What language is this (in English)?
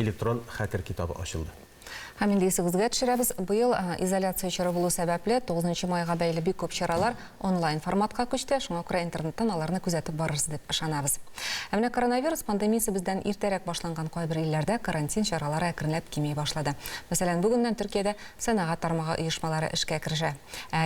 Tatar